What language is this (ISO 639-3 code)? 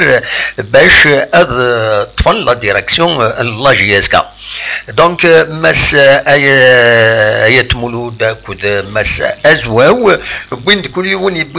kab